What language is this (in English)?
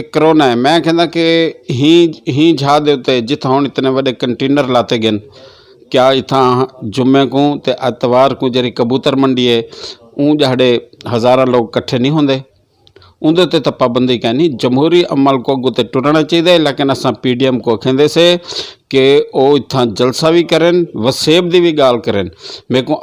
Saraiki